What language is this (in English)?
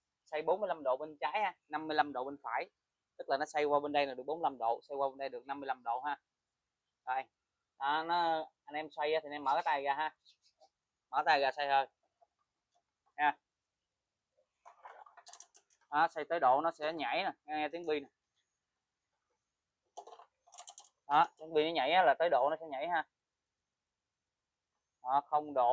Vietnamese